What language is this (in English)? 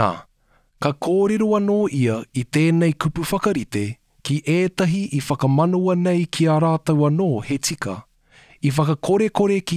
Māori